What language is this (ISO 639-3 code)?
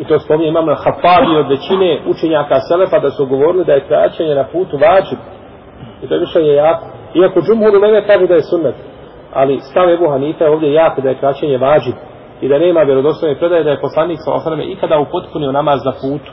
bos